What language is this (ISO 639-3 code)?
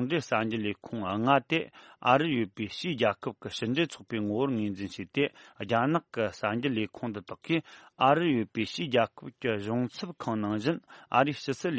bod